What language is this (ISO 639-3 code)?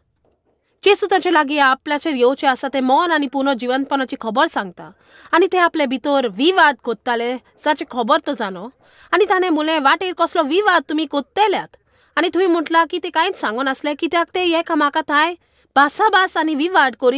kok